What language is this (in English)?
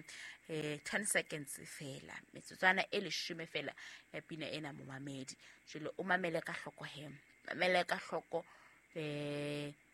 Southern Sotho